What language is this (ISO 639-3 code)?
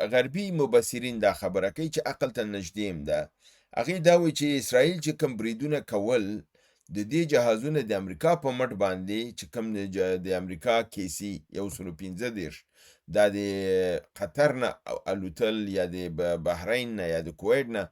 pus